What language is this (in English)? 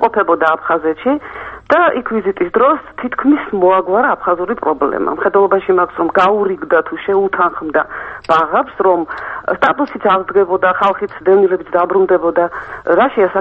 Georgian